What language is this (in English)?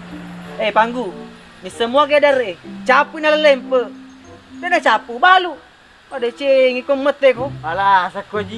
Buginese